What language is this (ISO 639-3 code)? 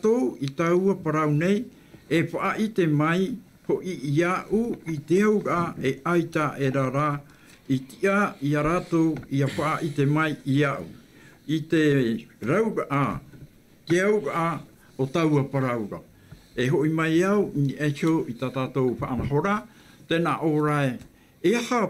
tah